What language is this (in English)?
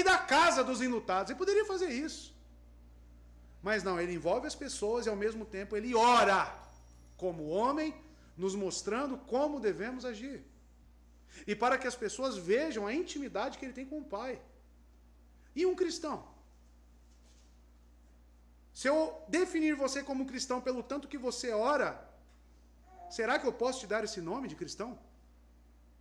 Portuguese